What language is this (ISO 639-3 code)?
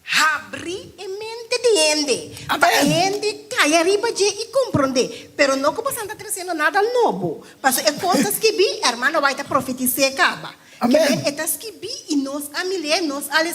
pap